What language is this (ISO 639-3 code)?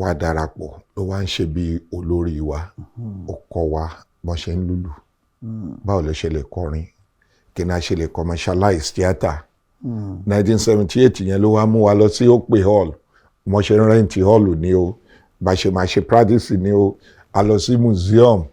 yor